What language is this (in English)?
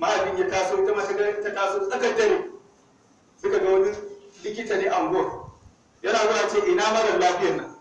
Hausa